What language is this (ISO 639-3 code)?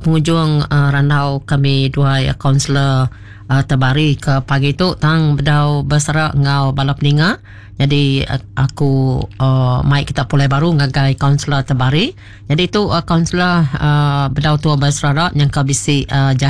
iba